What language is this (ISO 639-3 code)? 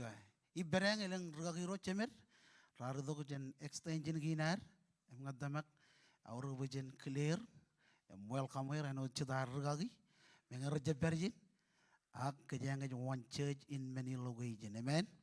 mah